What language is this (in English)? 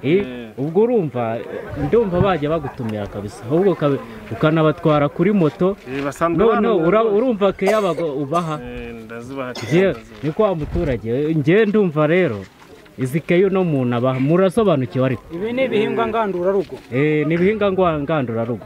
Kinyarwanda